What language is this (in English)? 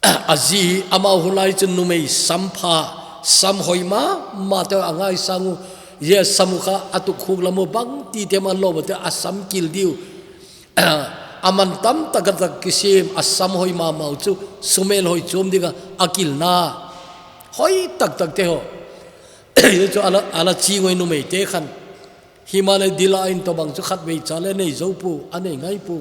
Thado Chin